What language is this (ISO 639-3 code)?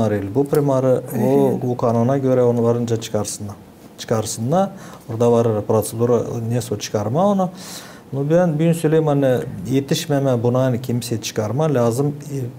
gag